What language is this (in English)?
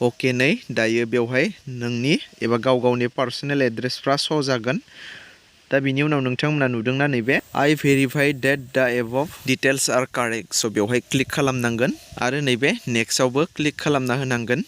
Bodo